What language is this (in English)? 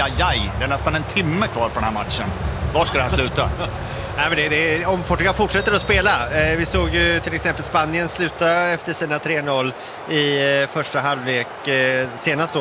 Swedish